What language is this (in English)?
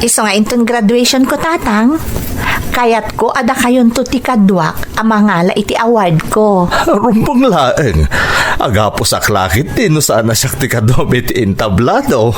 Iloko